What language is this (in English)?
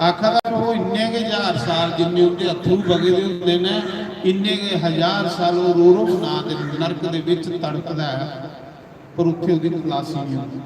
Dogri